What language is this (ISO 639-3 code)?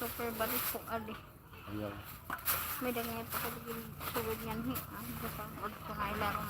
war